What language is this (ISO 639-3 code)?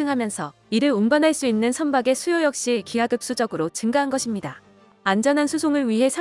kor